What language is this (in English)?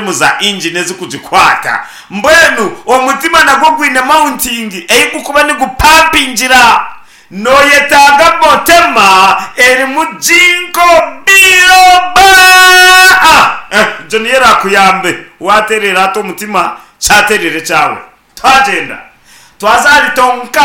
Nyankole